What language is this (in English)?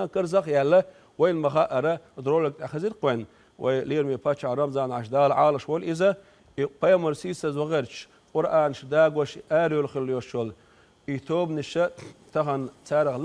Chechen